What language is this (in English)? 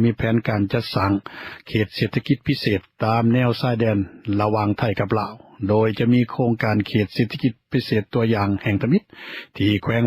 Lao